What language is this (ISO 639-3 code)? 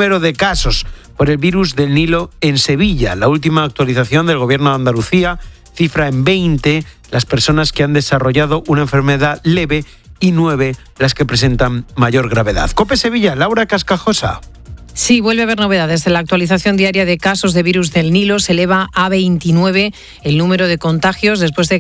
spa